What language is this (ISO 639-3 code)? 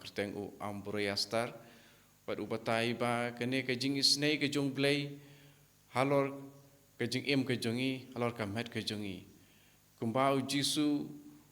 kha